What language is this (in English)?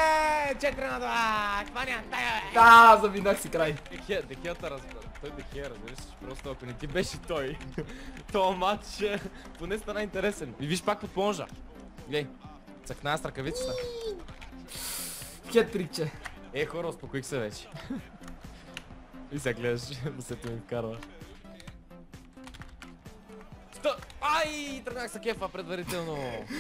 Bulgarian